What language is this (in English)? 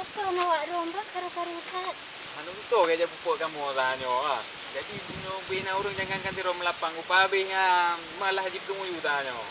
Achinese